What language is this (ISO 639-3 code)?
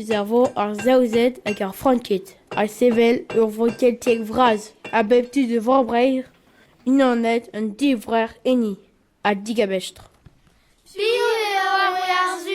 bre